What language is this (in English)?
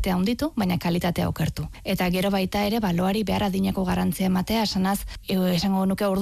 Basque